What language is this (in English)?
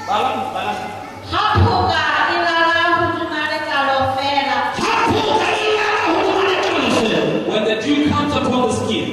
Southern Sotho